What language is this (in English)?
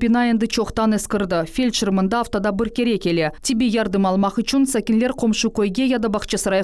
Crimean Tatar